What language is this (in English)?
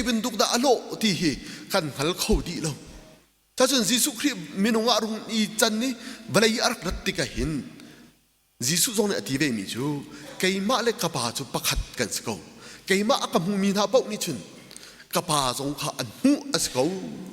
Hakha Chin